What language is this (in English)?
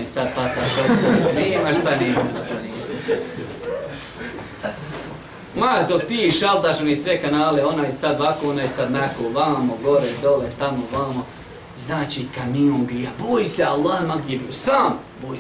Bosnian